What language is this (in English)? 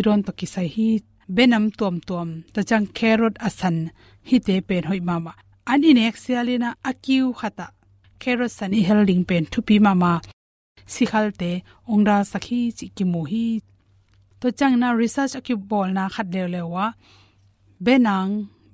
Tedim Chin